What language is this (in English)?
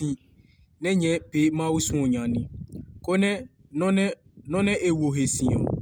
Adangme